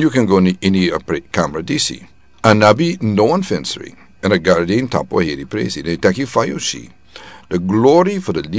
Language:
Sranan Tongo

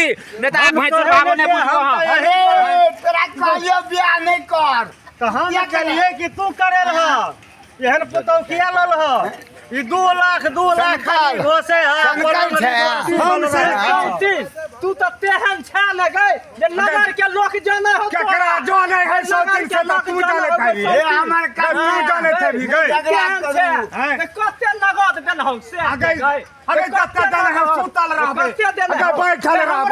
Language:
Maithili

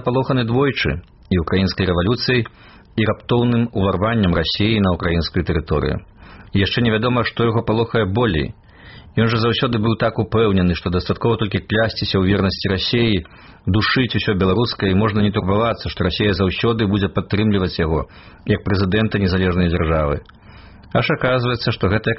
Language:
Belarusian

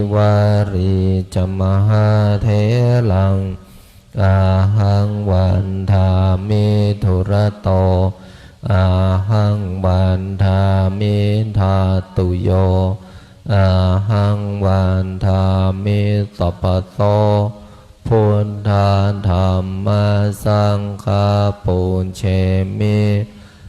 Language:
Pali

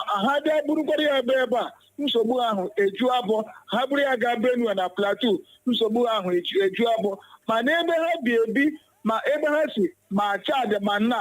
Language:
Igbo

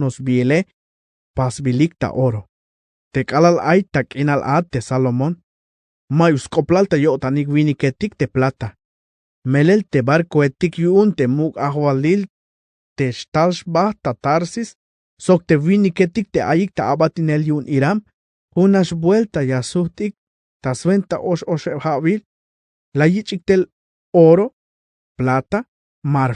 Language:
Tzeltal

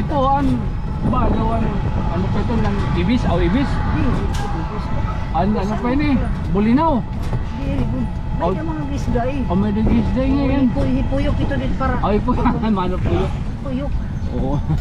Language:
Waray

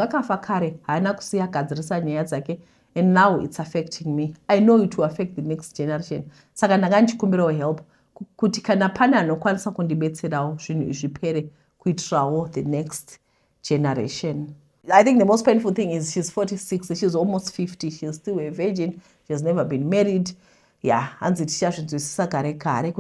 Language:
Shona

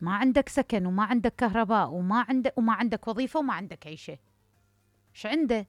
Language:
Mesopotamian Arabic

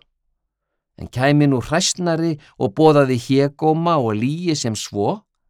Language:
Icelandic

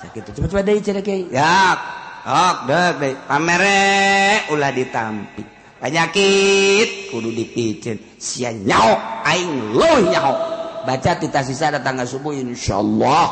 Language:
Sundanese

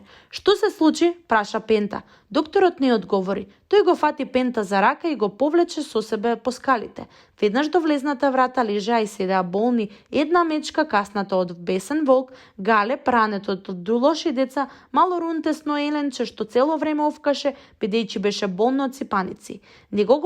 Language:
Macedonian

